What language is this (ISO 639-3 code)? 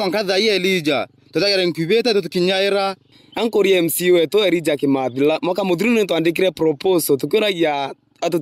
mer